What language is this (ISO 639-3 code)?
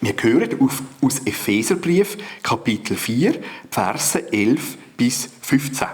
gsw